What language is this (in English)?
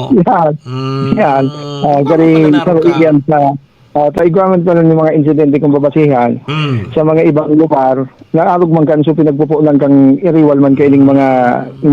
Bikol